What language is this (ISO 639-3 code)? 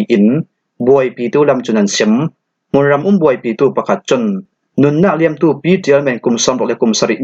cfm